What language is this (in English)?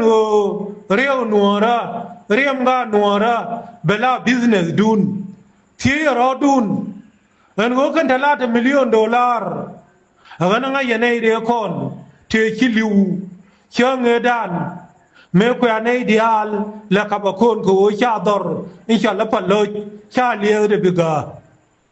Nuer